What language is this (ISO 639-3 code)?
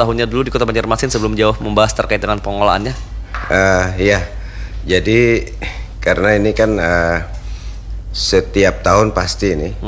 ind